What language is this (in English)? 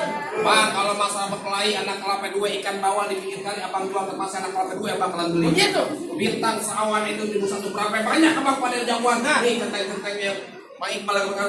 Betawi